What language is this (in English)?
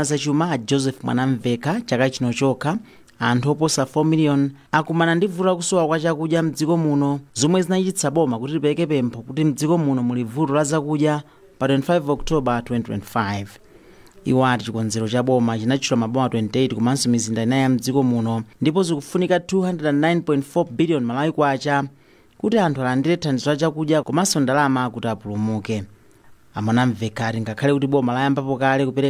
Nyanja